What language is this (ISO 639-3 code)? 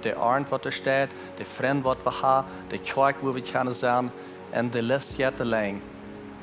pdt